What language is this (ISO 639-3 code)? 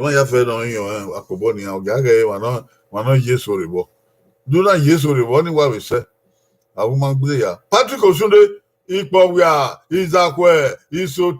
bin